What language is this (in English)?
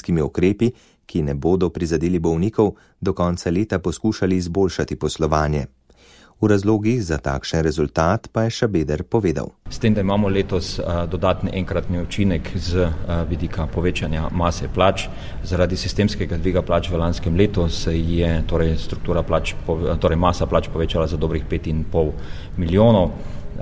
Slovenian